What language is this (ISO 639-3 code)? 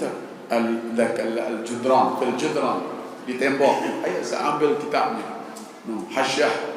sas